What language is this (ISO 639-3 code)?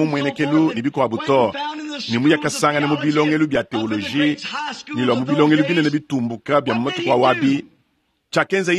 lua